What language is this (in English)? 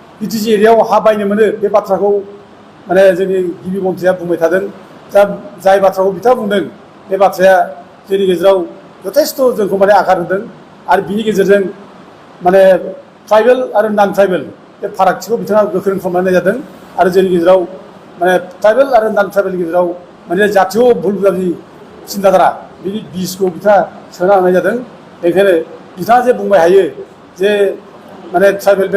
Bodo